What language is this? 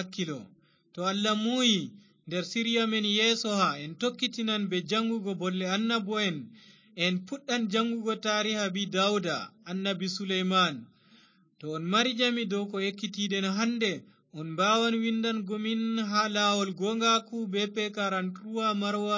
Fula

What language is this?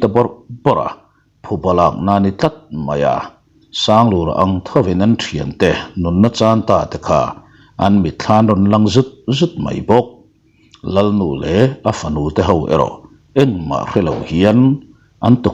Mizo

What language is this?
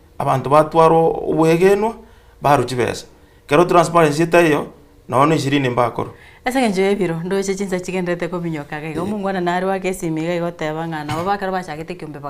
Gusii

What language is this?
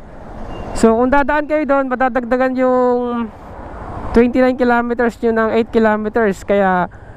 Filipino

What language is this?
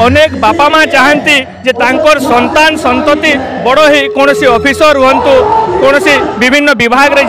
Odia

